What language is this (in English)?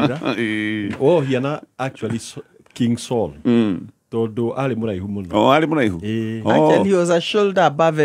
Kikuyu